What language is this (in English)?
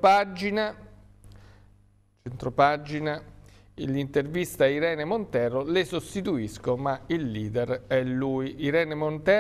Italian